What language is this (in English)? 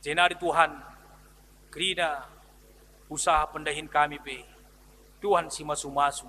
Batak Karo